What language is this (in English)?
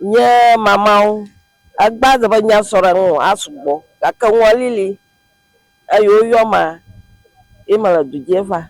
Ewe